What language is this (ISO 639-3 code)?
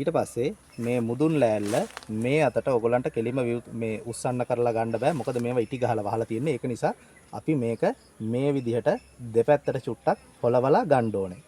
sin